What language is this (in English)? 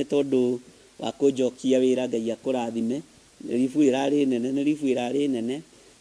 Kikuyu